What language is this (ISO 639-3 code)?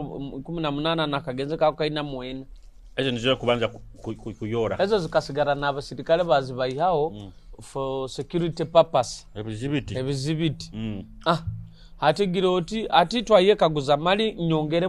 nyo